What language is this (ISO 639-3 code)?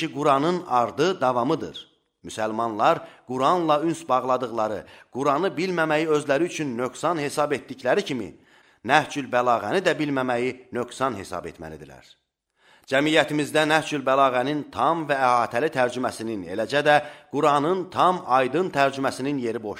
aze